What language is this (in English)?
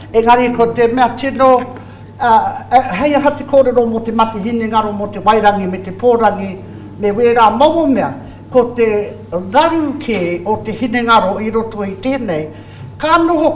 Māori